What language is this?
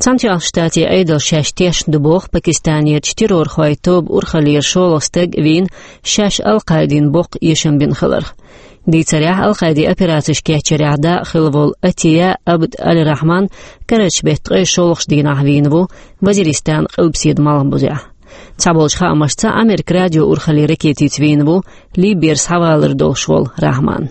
Chechen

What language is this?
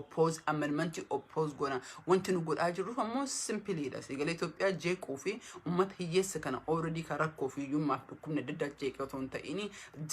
Oromo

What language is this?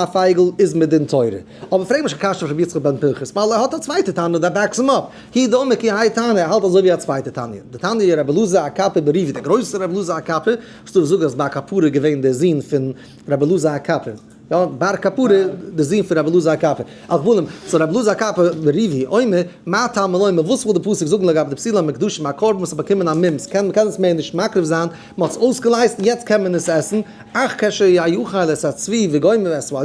Yiddish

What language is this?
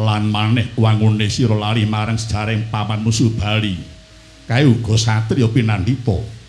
Javanese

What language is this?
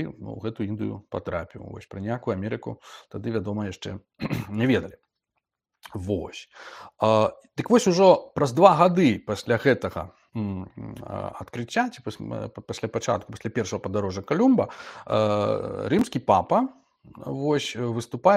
Belarusian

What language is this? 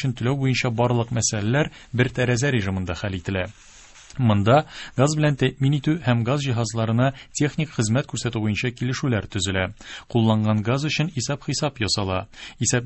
Tatar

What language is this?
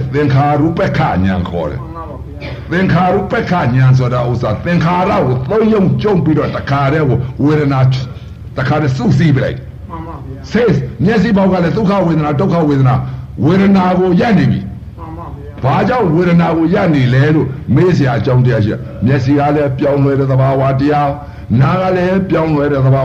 Burmese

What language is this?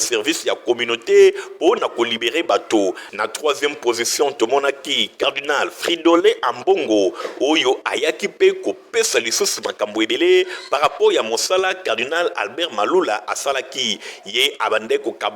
Lingala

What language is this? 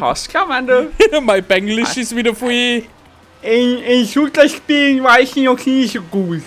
Bavarian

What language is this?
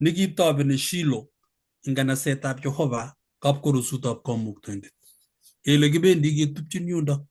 Kalenjin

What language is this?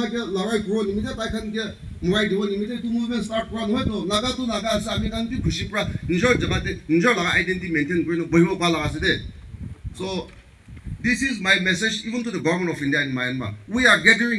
Naga Pidgin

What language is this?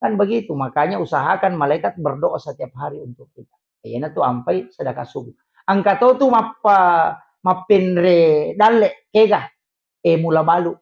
Buginese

